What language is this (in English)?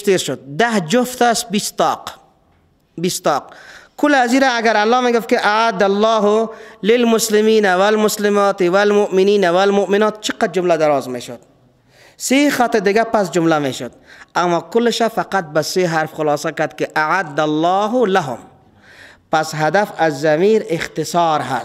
Persian